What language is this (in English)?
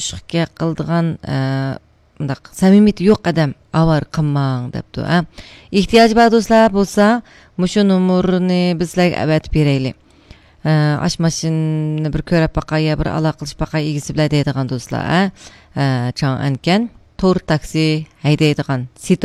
Uyghur